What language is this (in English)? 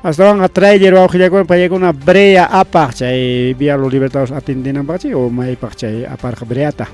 Ayacucho Quechua